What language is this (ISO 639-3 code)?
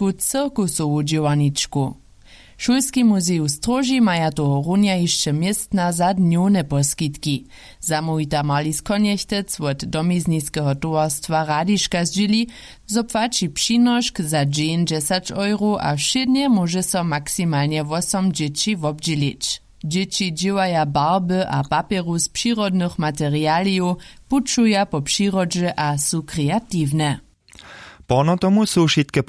hsb